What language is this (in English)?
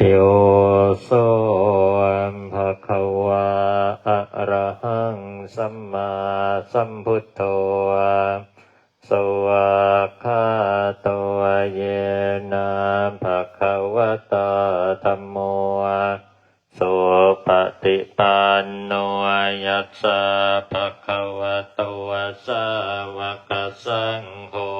Pali